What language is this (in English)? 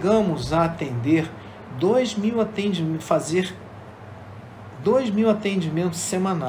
Portuguese